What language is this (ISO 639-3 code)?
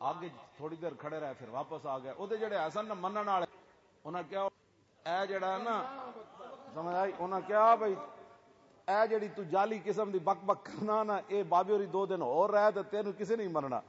lah